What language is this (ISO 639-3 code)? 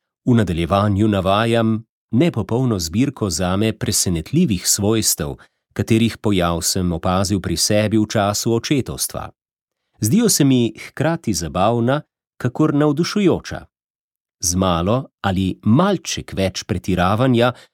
slv